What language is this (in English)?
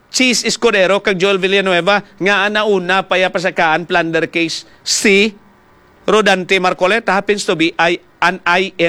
Hiligaynon